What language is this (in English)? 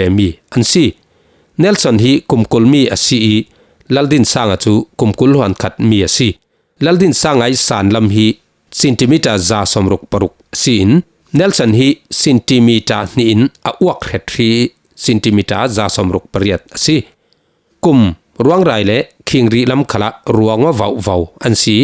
Falam Chin